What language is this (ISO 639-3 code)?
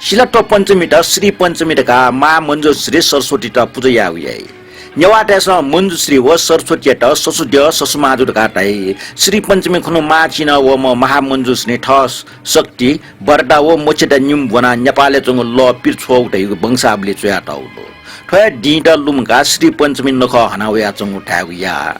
new